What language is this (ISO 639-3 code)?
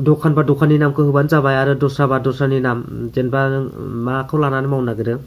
brx